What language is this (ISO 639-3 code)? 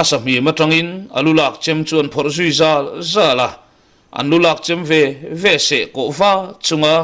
lus